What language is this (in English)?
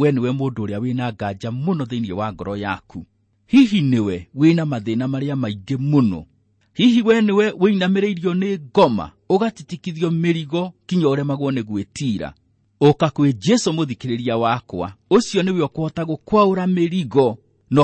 Kikuyu